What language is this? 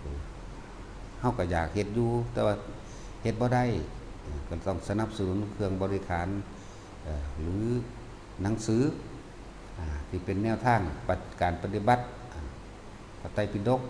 Northeastern Thai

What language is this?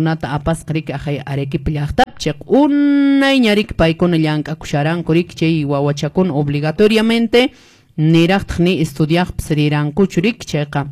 Quechua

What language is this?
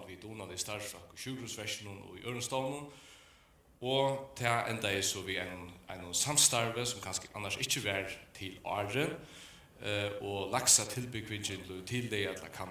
Faroese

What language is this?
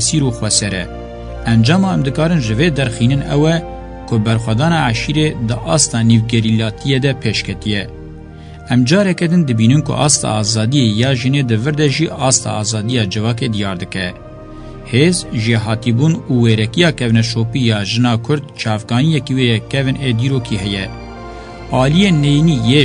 Kurdish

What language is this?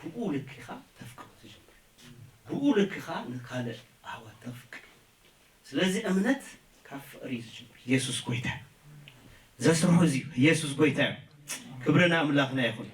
Tigrinya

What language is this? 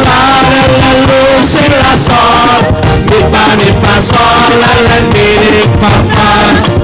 Batak Simalungun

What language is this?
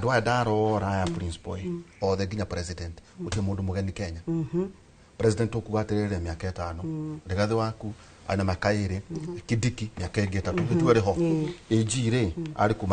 Kikuyu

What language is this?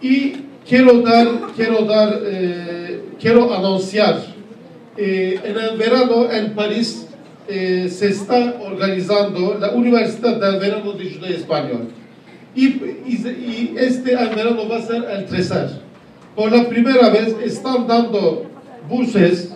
Ladino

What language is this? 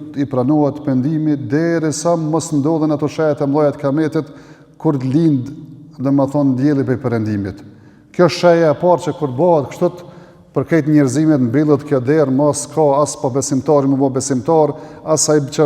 Albanian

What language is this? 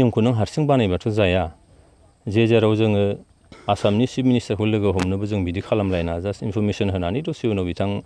Bodo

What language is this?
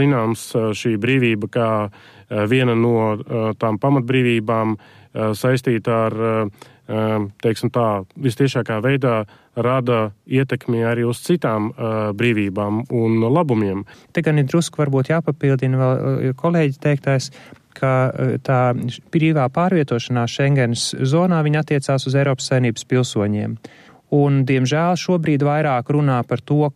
Latvian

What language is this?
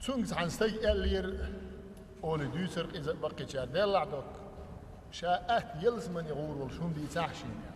Chechen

